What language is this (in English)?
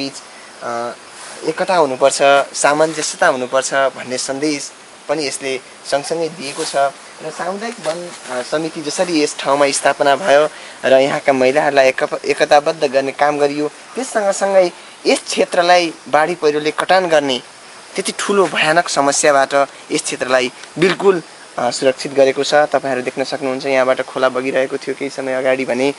Nepali